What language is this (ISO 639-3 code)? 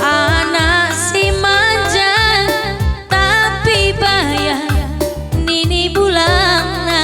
btx